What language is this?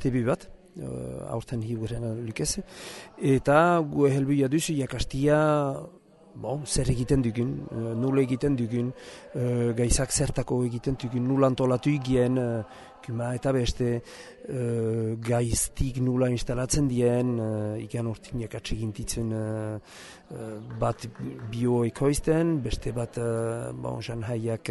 Basque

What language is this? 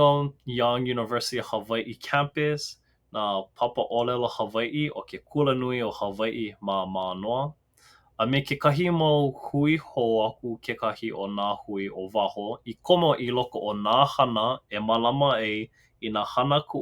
Hawaiian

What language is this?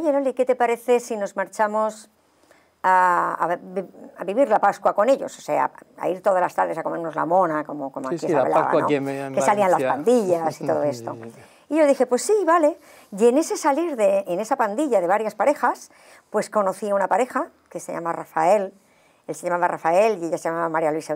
Spanish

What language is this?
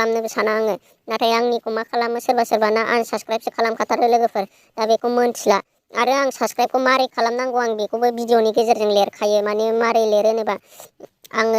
Bodo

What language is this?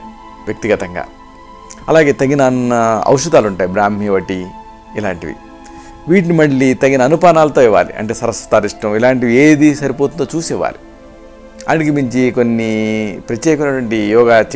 Telugu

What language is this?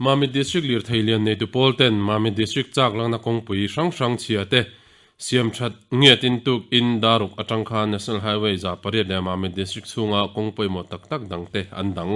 Mizo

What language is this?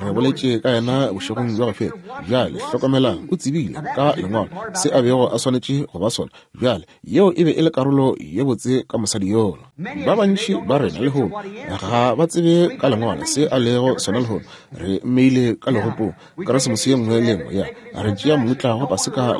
Northern Sotho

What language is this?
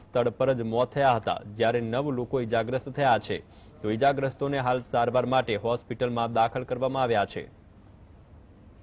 Gujarati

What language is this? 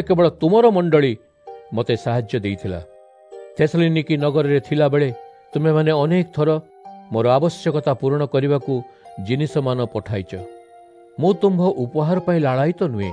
Odia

